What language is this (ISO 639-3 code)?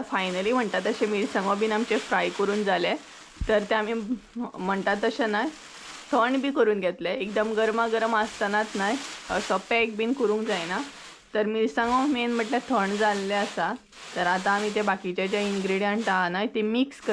kok